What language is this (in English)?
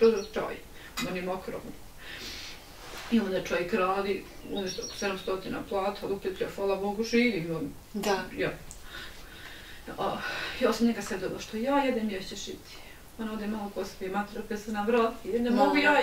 Bosnian